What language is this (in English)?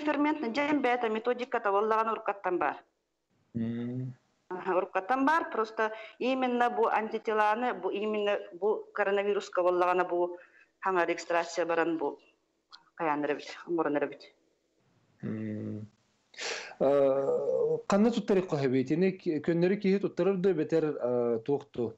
Yakut